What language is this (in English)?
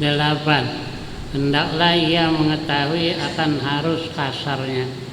Banjar